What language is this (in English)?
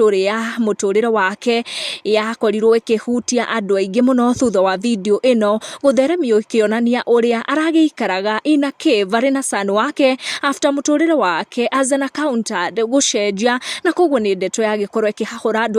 Kikuyu